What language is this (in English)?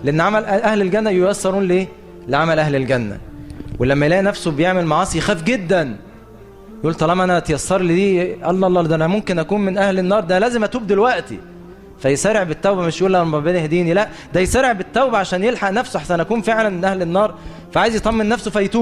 Egyptian Arabic